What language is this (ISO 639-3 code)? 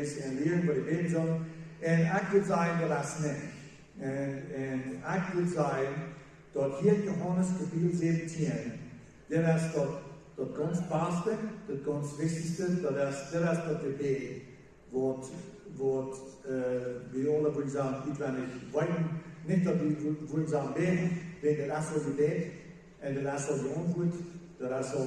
pdt